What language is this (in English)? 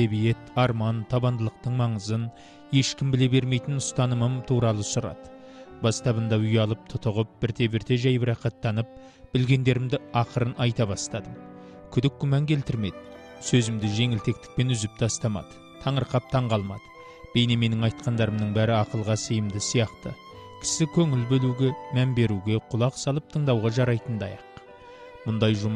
Kazakh